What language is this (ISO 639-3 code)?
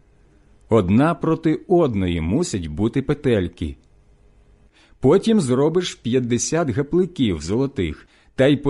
ukr